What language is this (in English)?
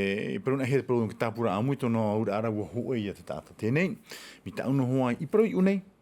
Tahitian